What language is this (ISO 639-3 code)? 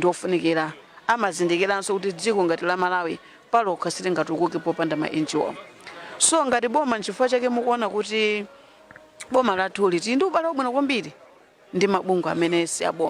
nya